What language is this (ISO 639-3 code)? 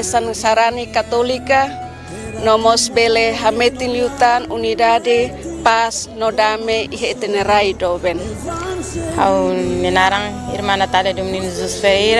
tet